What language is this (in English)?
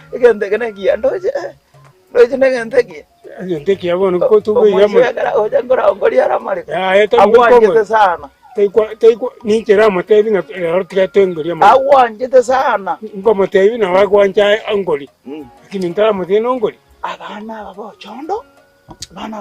Gusii